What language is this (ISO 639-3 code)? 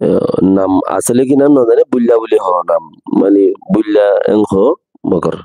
rhg